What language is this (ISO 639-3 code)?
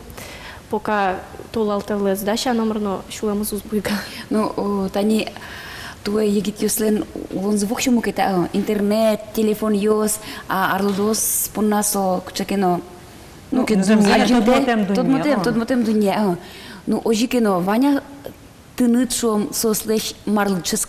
udm